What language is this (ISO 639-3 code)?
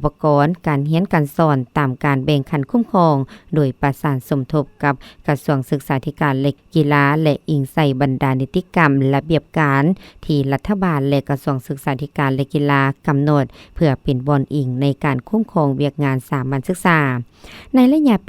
lao